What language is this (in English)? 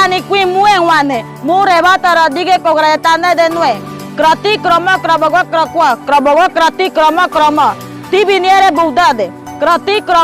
Ngäbere